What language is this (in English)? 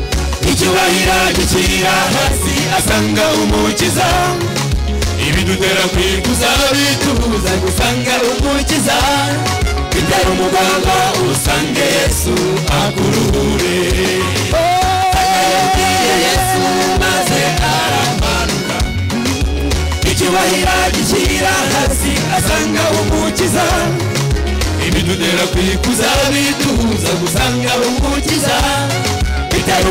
Kinyarwanda